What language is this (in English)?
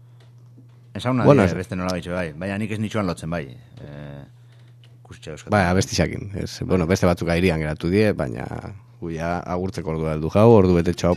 Basque